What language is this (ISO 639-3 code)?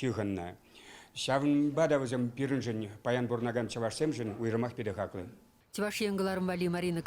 chv